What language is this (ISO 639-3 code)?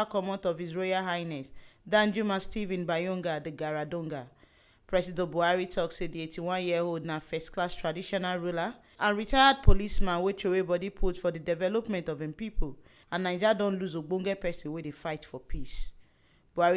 pcm